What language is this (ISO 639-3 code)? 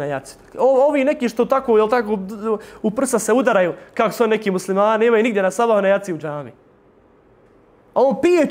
bos